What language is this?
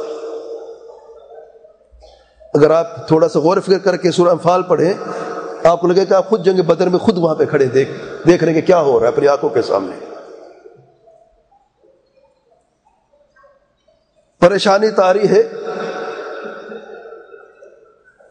Urdu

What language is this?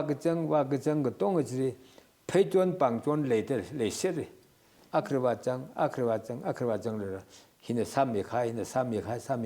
Tangkhul Naga (India)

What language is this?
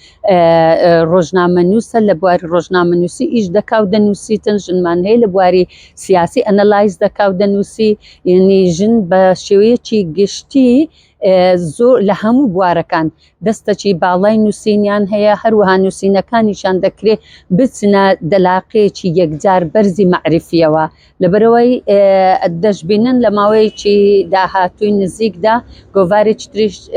Central Kurdish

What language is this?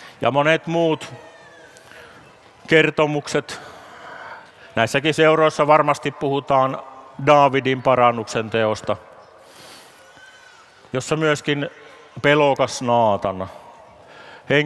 Finnish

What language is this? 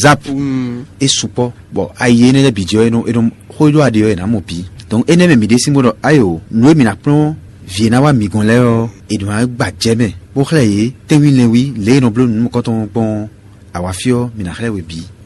Fon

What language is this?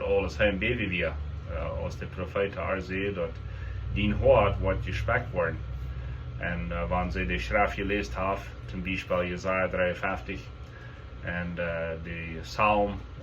Plautdietsch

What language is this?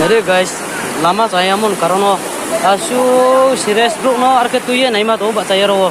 Riang (India)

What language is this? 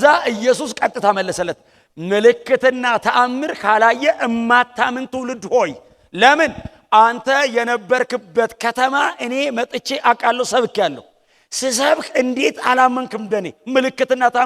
Amharic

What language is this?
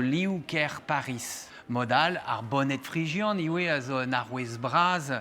Breton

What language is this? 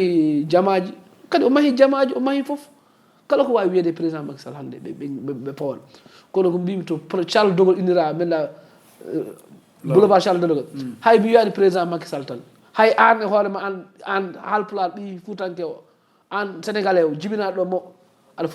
Fula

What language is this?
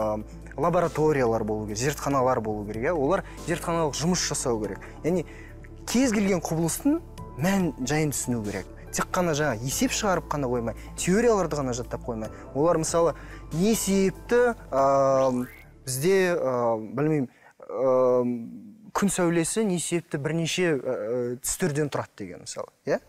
Kazakh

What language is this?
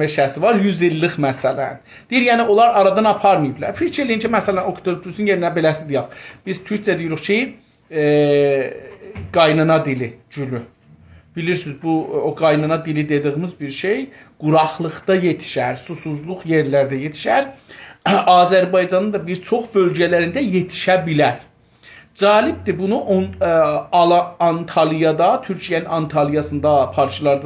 South Azerbaijani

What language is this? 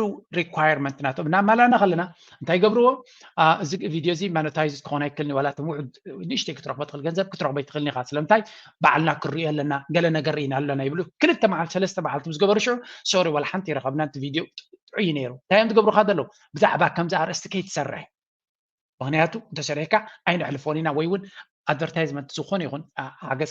Tigrinya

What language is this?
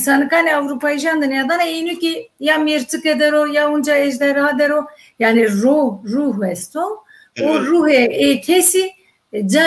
Zaza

